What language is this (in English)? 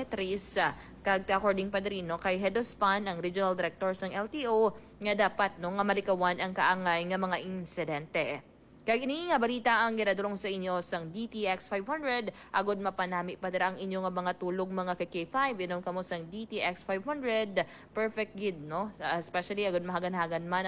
Hiligaynon